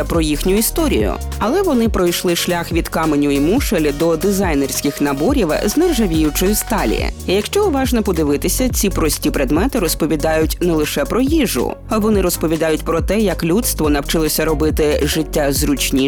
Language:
Ukrainian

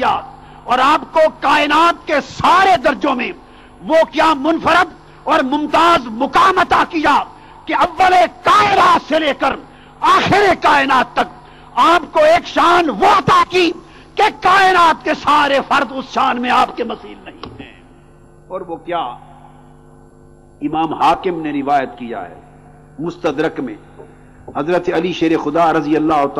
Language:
Urdu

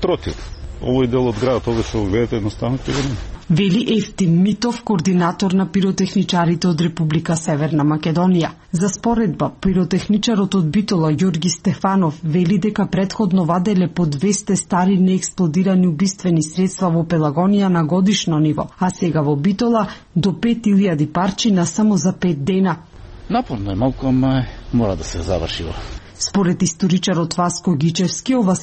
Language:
Macedonian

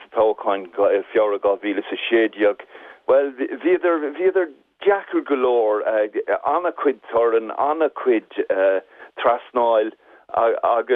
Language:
Irish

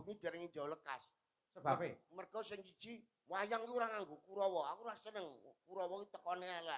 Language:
Javanese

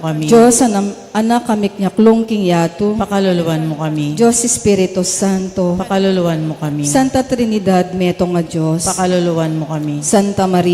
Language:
Pampanga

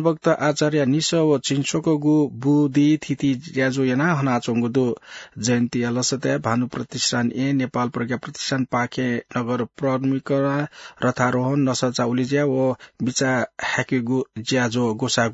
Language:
Newari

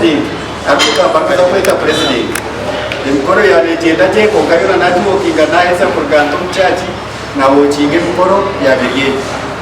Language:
Nyankole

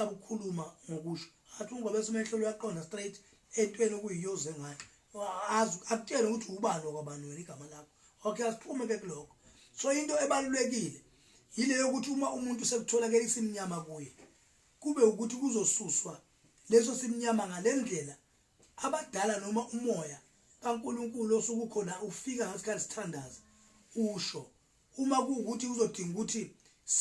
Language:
Zulu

